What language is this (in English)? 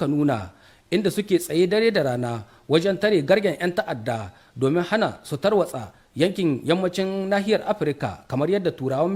Hausa